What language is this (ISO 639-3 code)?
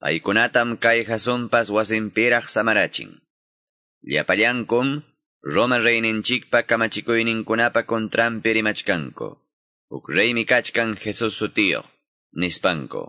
que